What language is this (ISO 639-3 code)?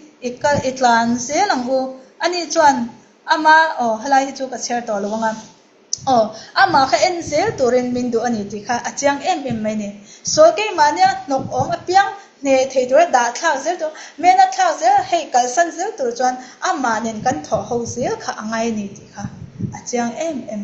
lus